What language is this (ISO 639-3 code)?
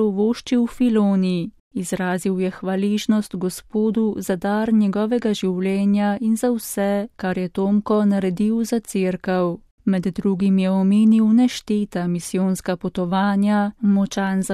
slv